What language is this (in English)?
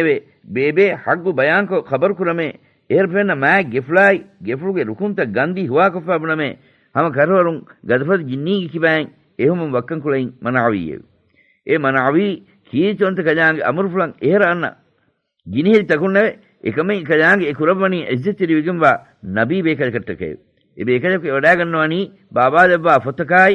Divehi